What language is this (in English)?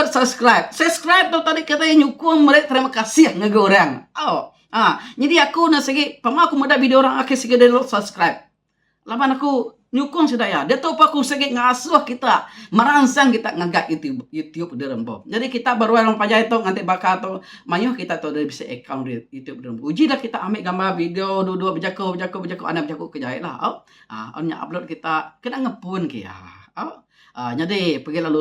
Iban